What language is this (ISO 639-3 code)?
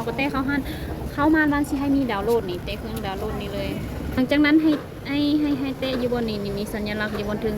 lao